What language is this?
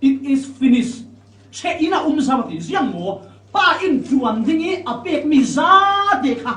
Falam Chin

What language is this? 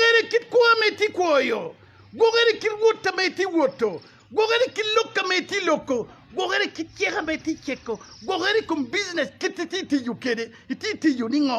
Acoli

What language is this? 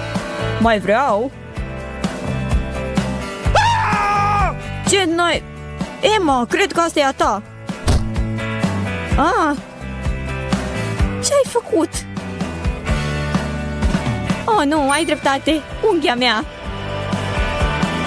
Romanian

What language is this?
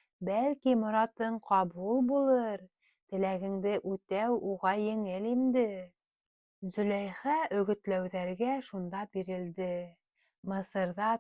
Bashkir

